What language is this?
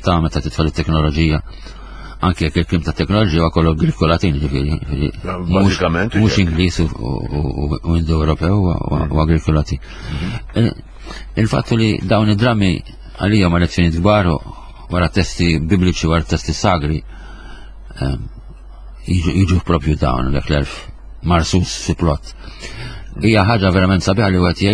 Maltese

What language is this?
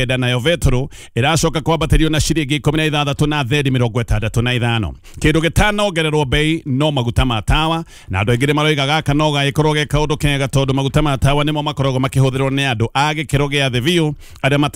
Kikuyu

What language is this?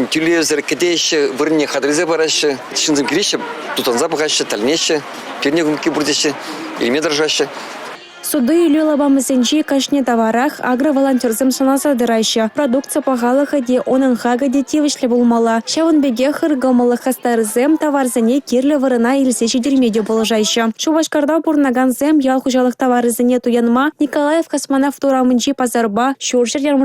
Chuvash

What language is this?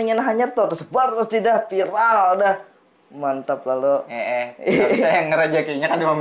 Banjar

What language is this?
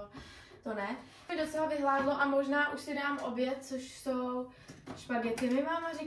Czech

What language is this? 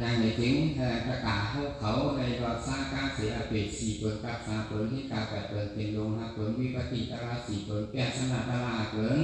Shan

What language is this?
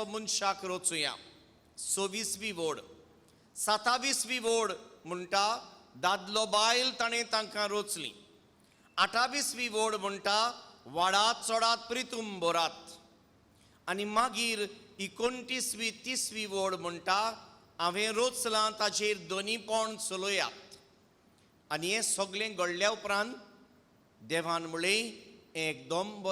Konkani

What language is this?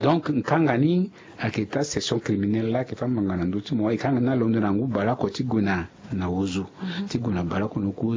Sango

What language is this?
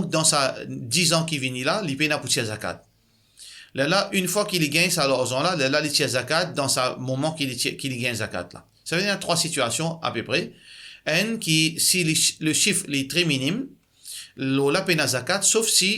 Morisyen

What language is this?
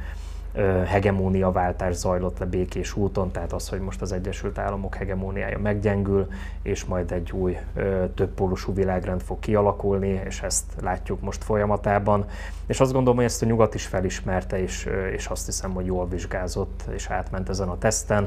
Hungarian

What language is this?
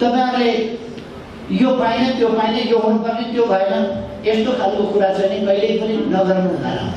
Nepali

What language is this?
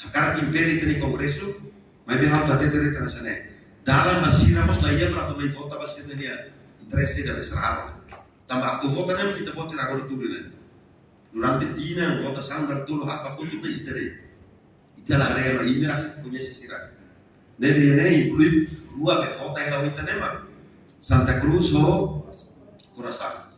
Tetum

